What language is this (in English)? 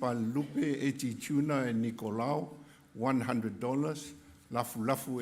Samoan